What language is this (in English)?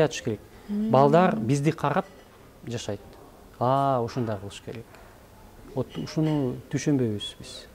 Kyrgyz